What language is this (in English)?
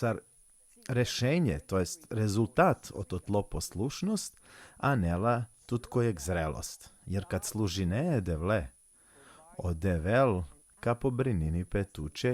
Balkan Romani